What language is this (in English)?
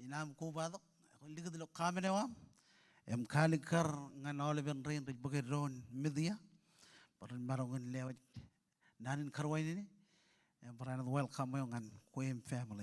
Marshallese